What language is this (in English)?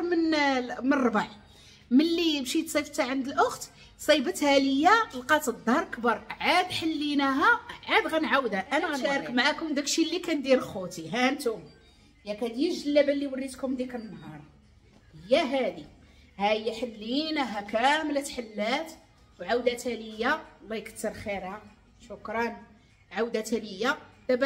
Moroccan Arabic